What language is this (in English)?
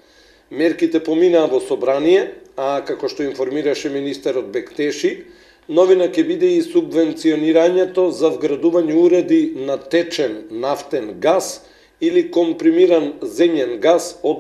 Macedonian